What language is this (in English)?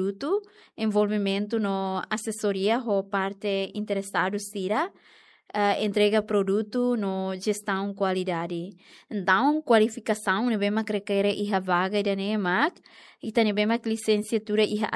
Tetum